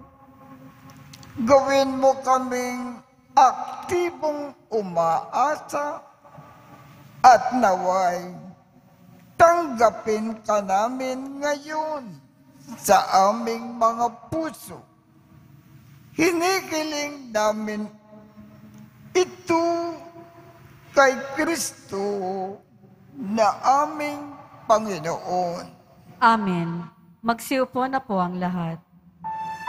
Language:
Filipino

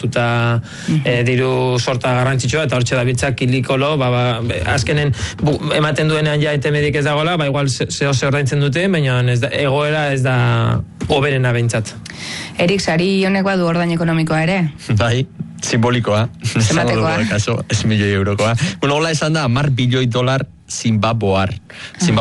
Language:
Basque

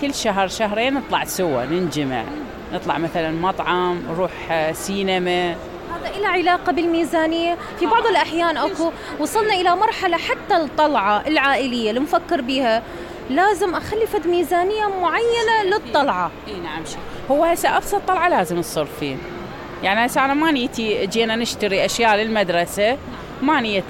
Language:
Mesopotamian Arabic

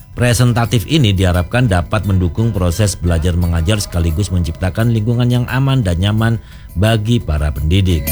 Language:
Indonesian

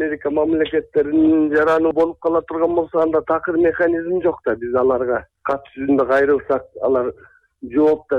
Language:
Kyrgyz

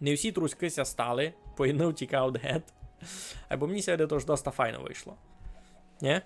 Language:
Rusyn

